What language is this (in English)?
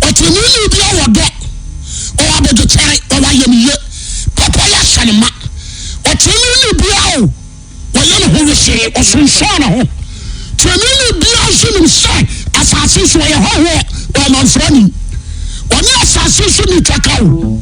Akan